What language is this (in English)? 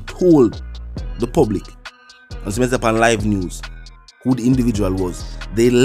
Jamaican Creole English